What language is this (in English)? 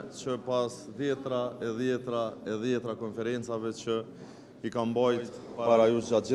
Albanian